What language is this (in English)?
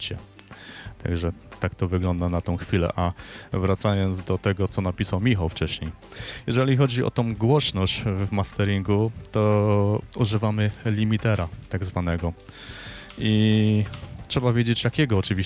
Polish